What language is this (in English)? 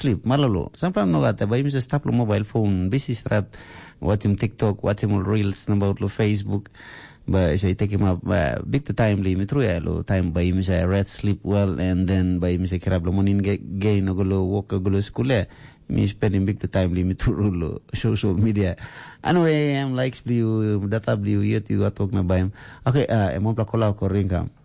Tok Pisin